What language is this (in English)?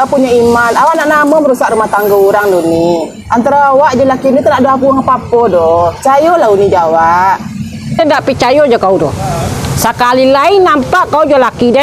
Minangkabau